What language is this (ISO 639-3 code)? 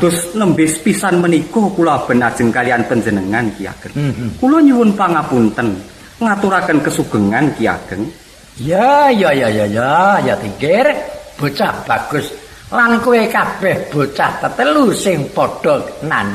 jav